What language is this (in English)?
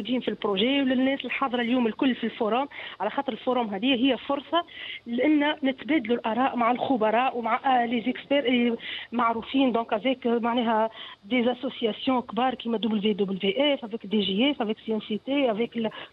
Tunisian Arabic